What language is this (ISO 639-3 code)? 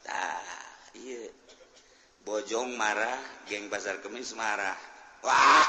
sun